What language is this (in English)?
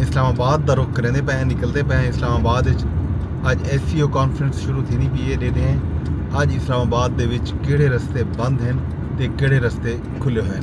Saraiki